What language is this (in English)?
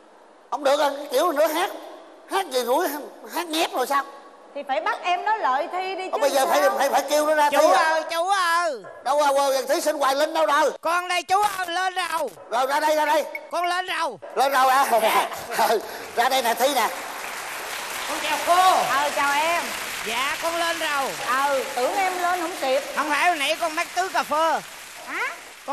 Vietnamese